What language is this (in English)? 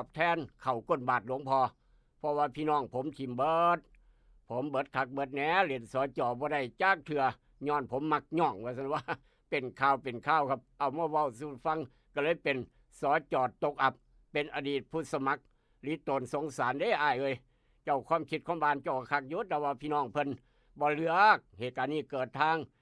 Northeastern Thai